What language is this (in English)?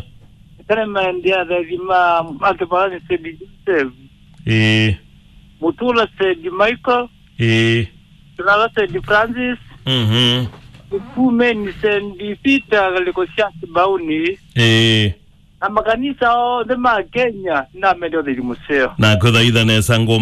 Kamba